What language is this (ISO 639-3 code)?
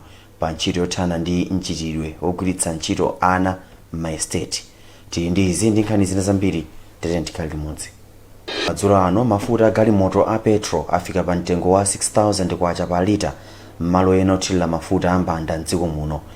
nya